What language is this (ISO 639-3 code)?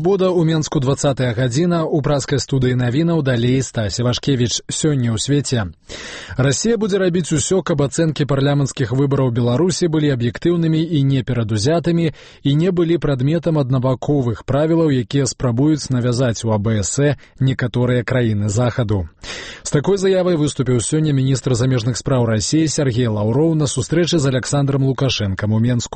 bel